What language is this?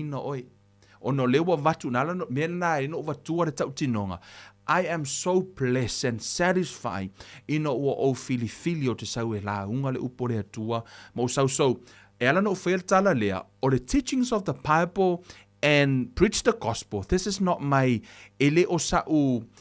Samoan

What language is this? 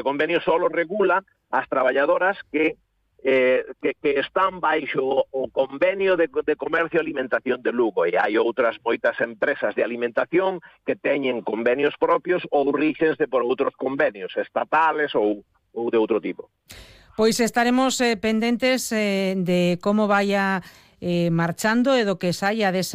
Galician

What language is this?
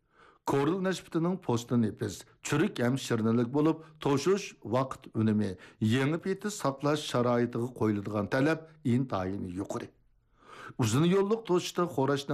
Uyghur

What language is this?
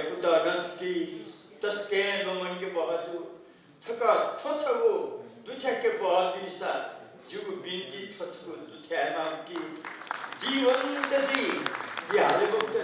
Newari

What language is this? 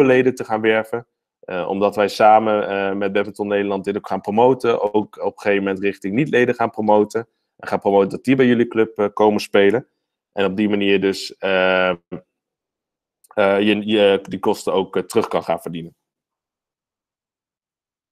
Dutch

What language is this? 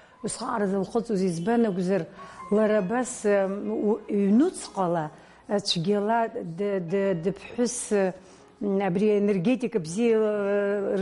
Abkhazian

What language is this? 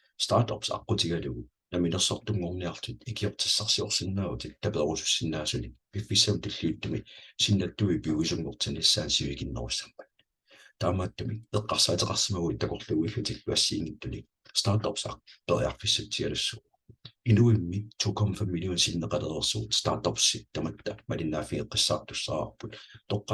Kalaallisut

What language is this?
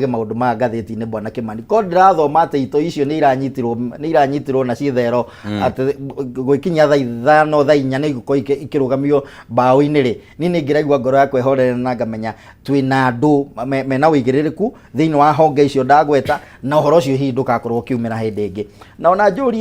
Kikuyu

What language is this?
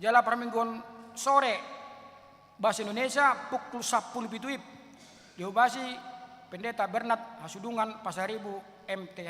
Batak Toba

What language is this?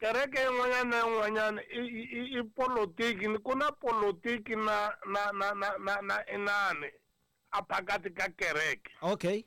Tsonga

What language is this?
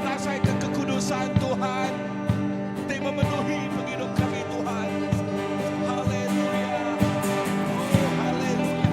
Iban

